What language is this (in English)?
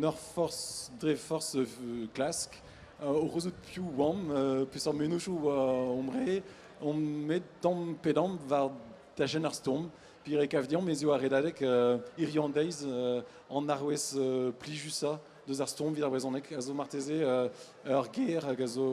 Breton